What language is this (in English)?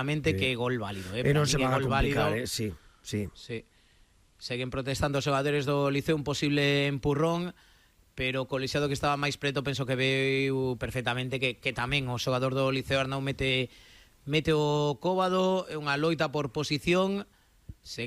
Galician